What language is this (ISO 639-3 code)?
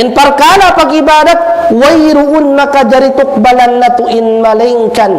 tsg